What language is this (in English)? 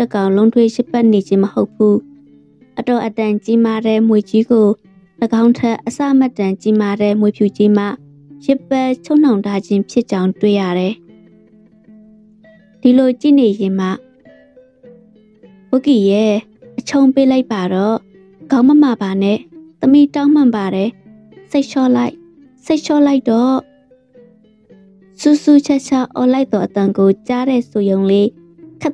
Burmese